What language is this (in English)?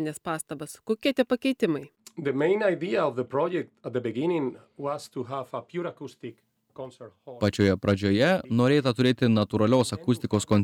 Lithuanian